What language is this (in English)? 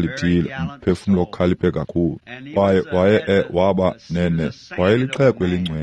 Xhosa